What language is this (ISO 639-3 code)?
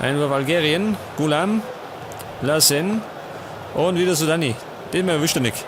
bar